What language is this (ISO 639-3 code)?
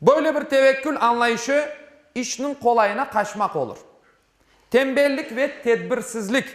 crh